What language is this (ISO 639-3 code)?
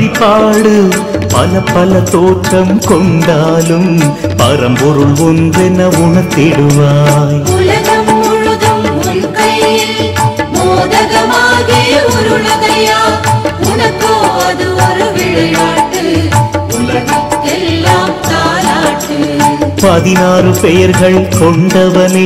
tam